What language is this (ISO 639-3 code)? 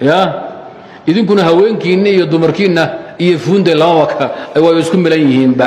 som